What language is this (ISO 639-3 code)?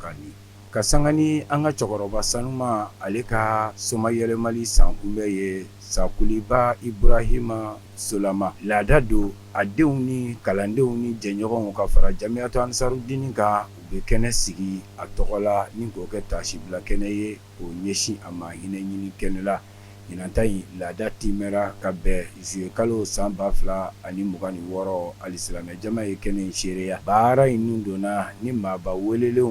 bam